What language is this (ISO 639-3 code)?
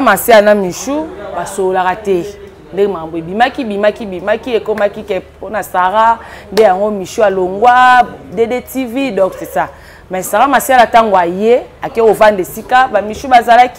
lin